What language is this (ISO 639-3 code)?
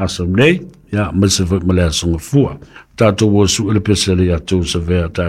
smo